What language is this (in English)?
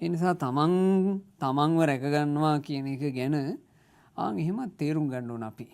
Sinhala